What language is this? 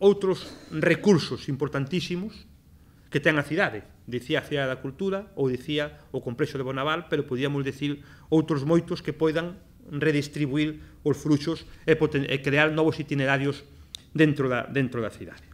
Galician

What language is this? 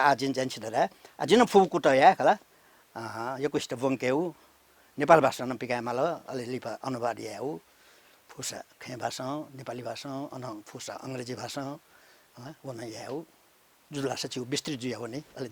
Newari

